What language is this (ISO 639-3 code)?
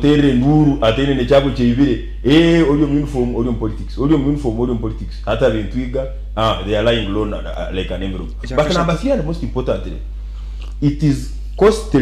nyn